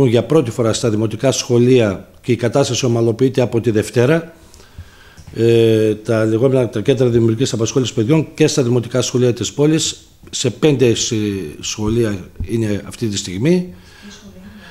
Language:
Greek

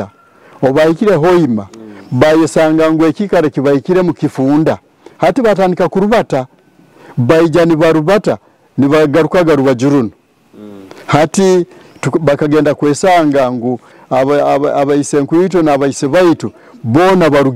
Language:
Nyoro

